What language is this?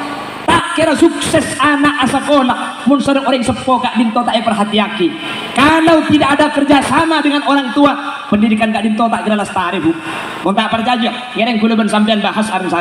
Madurese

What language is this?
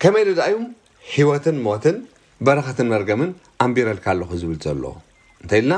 Tigrinya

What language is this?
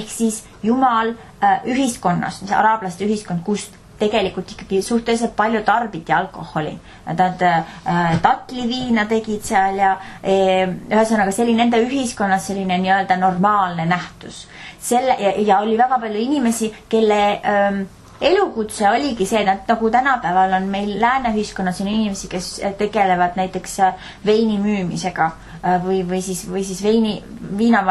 Estonian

